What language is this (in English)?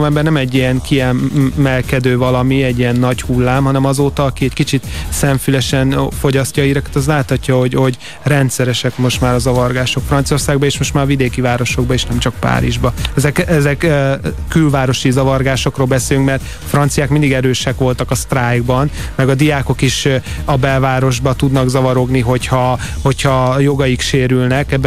Hungarian